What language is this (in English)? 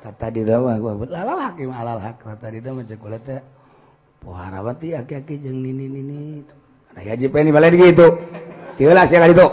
Sundanese